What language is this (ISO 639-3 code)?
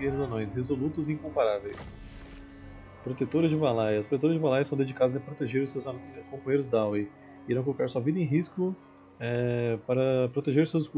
por